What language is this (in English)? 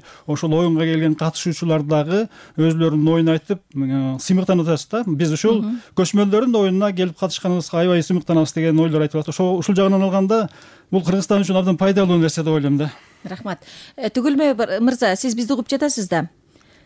Kyrgyz